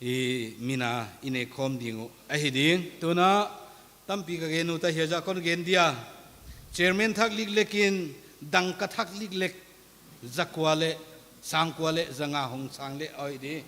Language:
Paite Chin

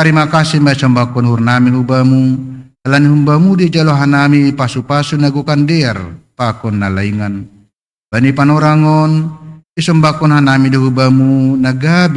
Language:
Batak Simalungun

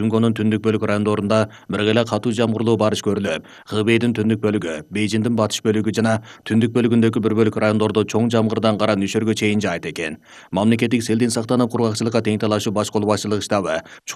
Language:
Kyrgyz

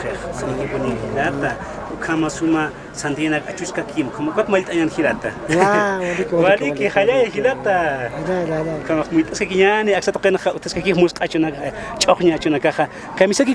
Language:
Aymara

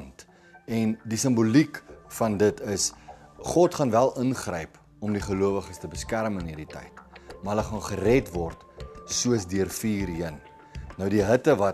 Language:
Afrikaans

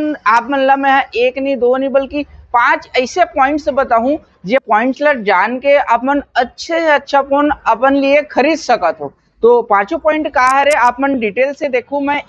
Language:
Chhattisgarhi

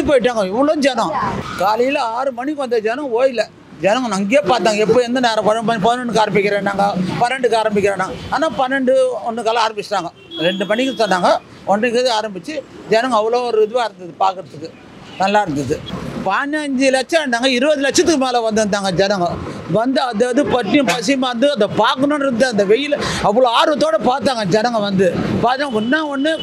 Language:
Tamil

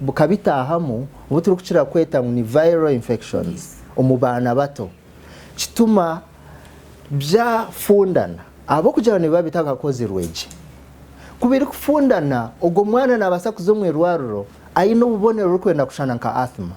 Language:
Nyankole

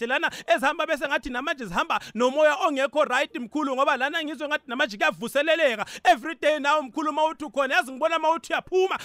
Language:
South Ndebele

